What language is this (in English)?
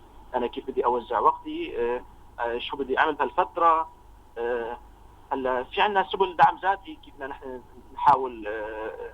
North Levantine Arabic